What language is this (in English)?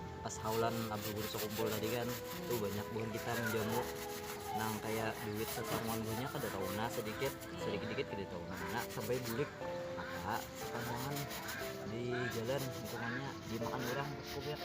Banjar